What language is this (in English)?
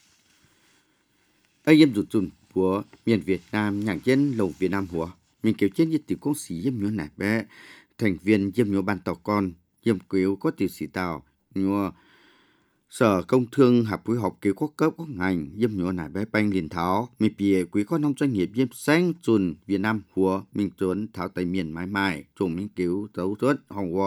Vietnamese